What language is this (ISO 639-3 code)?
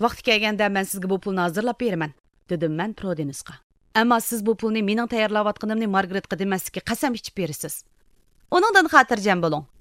uig